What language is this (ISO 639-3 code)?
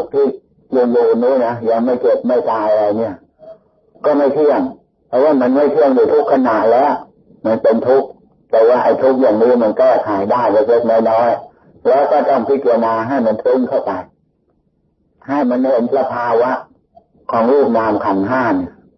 tha